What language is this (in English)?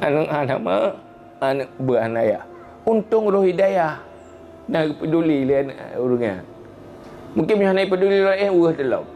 Achinese